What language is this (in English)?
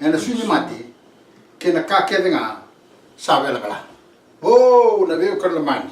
Fijian